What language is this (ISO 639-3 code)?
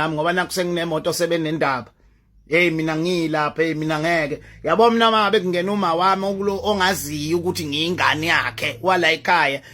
zul